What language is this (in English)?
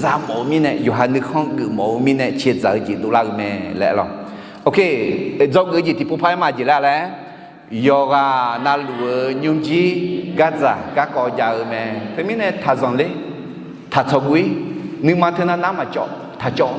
Akha